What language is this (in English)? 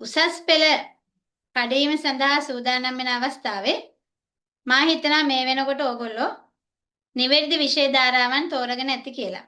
Sinhala